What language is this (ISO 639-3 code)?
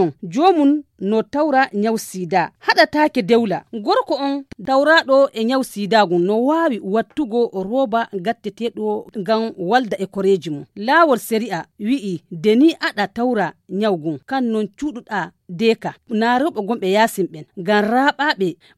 fuv